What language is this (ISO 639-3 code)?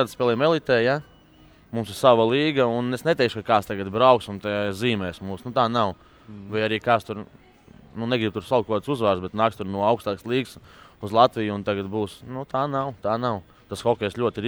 lav